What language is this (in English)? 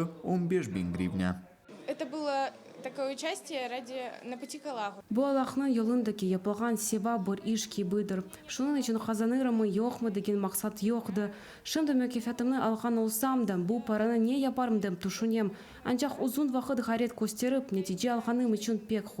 Crimean Tatar